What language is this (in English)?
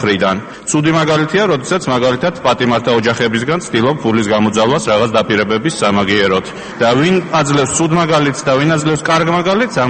Georgian